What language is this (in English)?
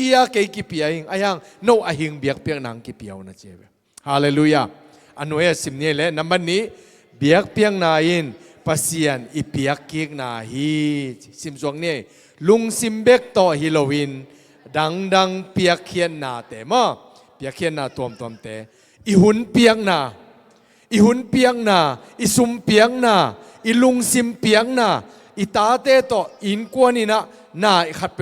Tedim Chin